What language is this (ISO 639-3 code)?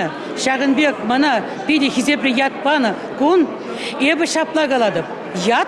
chv